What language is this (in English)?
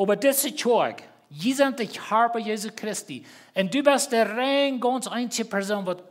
Plautdietsch